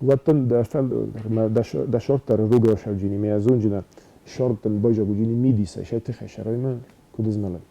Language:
Ossetic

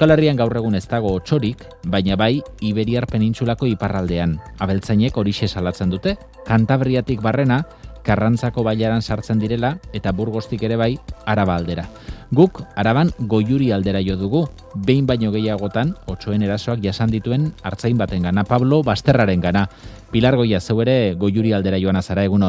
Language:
Basque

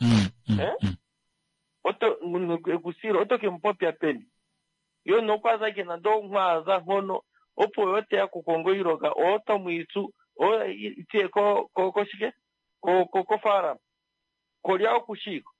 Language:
Kuanyama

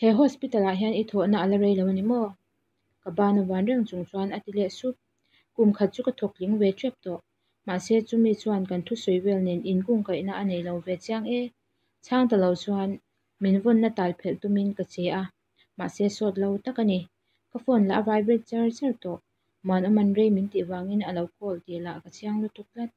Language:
Mizo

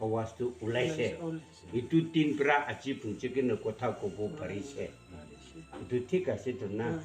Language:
Tangkhul Naga (India)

